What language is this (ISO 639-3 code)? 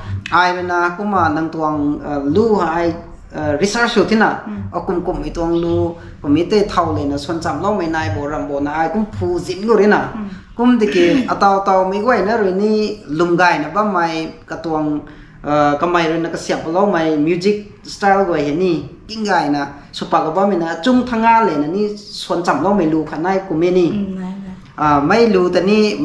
nbu